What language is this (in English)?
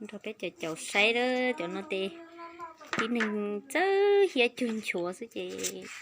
Hmong